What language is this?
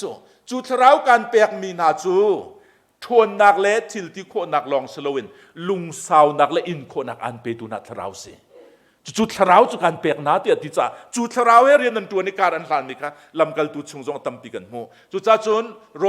Hakha Chin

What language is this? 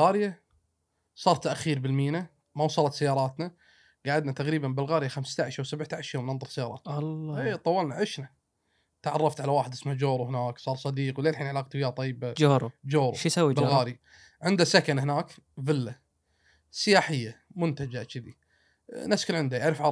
Gulf Arabic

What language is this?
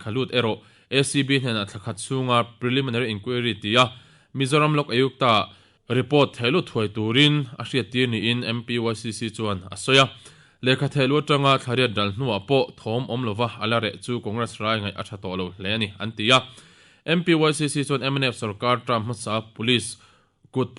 Mizo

